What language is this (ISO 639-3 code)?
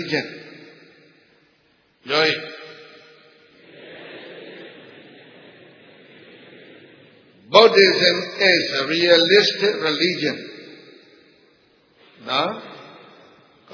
mya